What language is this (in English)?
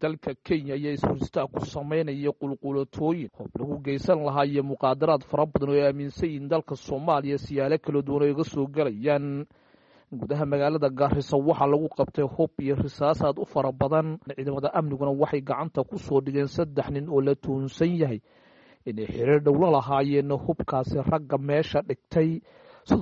Somali